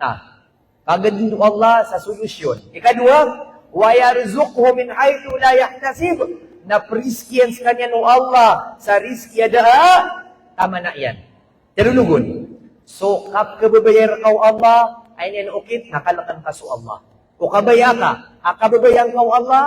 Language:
Maranao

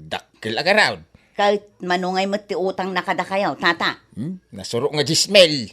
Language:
Iloko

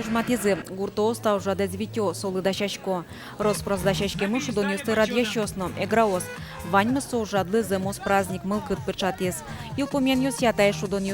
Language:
Udmurt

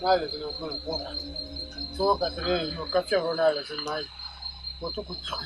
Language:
Dagbani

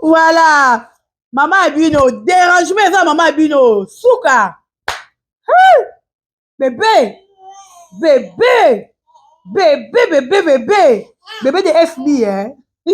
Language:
Lingala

